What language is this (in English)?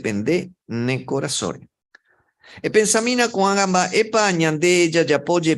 Guarani